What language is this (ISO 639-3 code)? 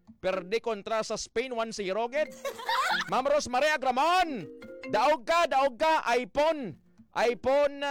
hil